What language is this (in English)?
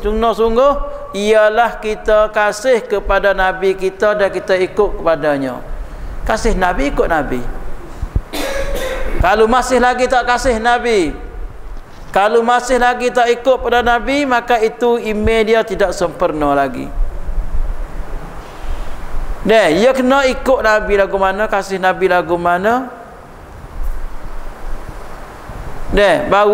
Malay